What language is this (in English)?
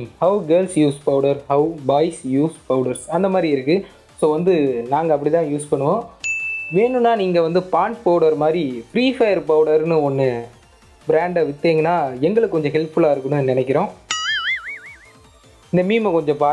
Tamil